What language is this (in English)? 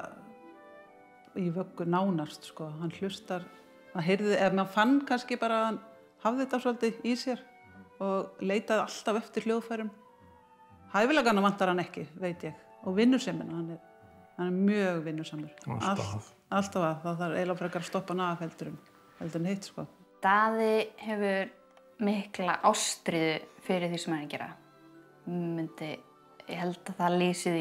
Icelandic